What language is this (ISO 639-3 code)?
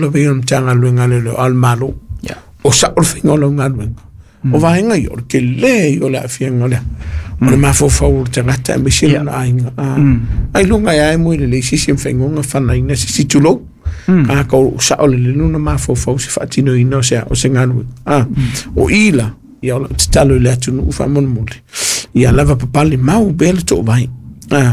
smo